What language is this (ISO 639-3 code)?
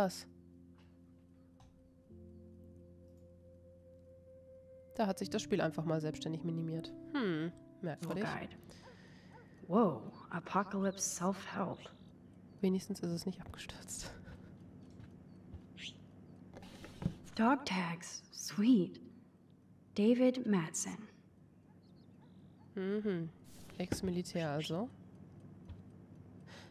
deu